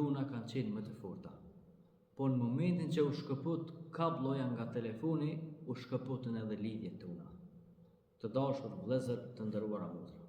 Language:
Albanian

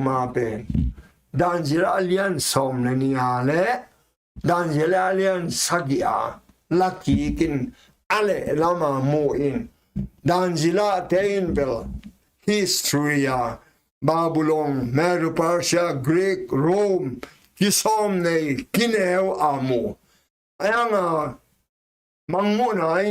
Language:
Tedim Chin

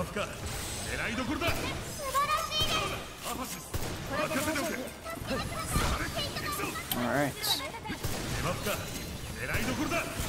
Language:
Japanese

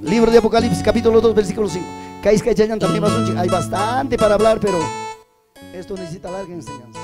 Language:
Ayacucho Quechua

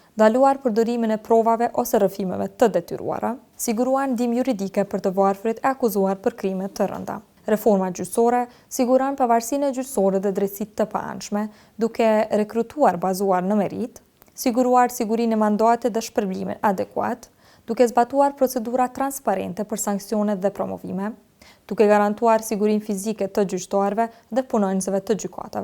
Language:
Albanian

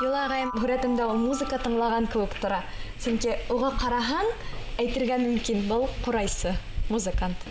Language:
Bashkir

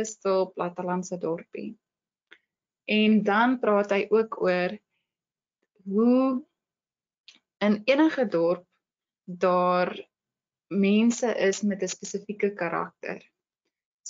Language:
Afrikaans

